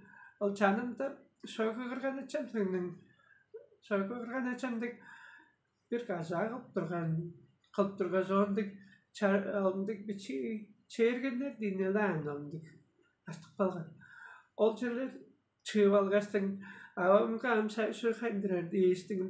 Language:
Tuvinian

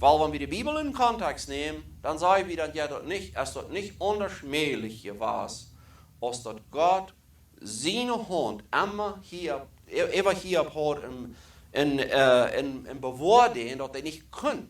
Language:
Plautdietsch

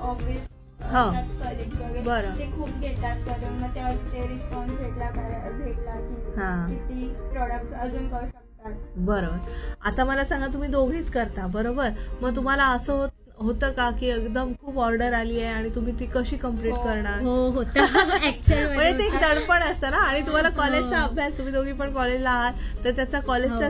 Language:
Marathi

